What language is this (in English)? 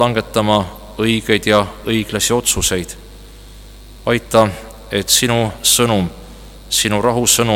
Estonian